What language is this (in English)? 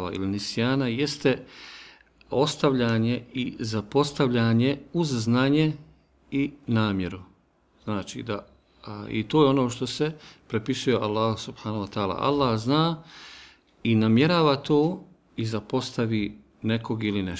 Bosnian